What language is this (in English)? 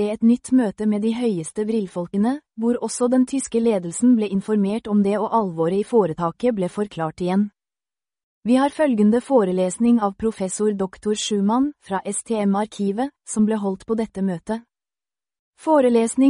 Norwegian